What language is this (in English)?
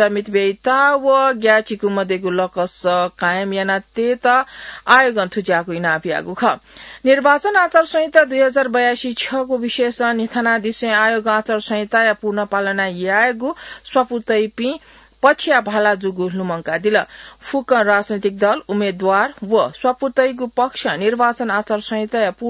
Newari